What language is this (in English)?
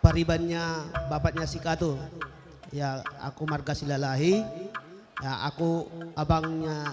Batak Karo